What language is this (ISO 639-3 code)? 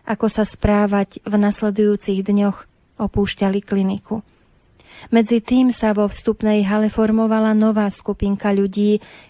slk